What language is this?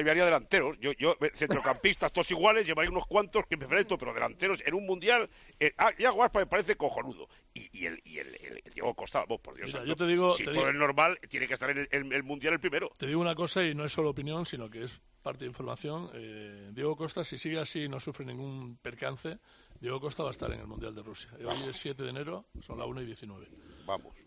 Spanish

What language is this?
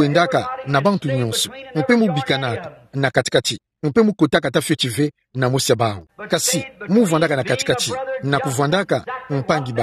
Kituba (Democratic Republic of Congo)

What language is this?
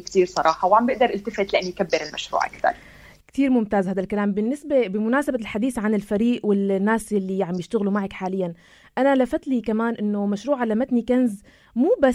North Levantine Arabic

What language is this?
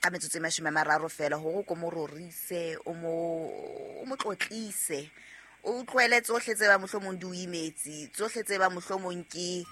Southern Sotho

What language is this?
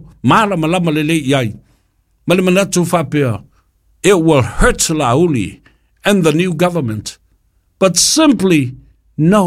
Samoan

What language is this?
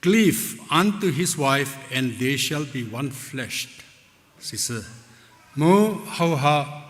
Angami Naga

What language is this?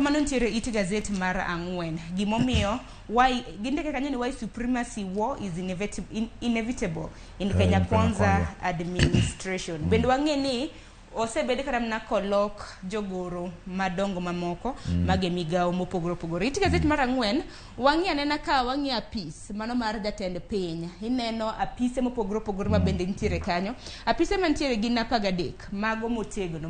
Luo (Kenya and Tanzania)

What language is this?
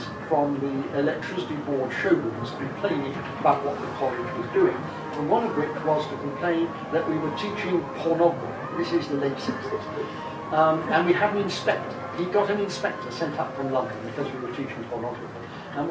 English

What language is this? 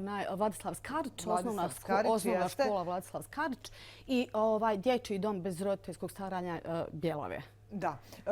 Bosnian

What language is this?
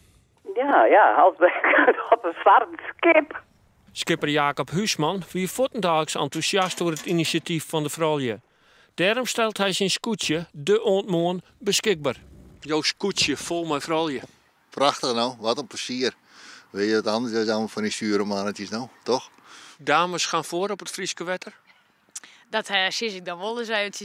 Western Frisian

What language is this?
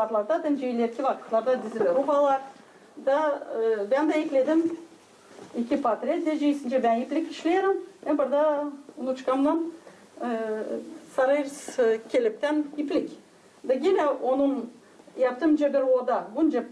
Gagauz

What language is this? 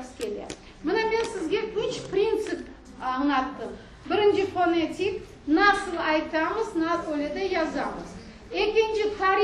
Crimean Tatar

